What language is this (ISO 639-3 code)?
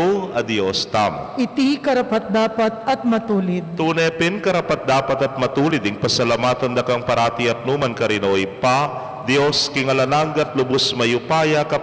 pam